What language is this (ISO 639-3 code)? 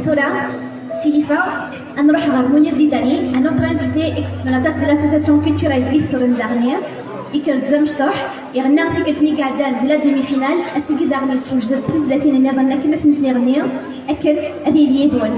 kab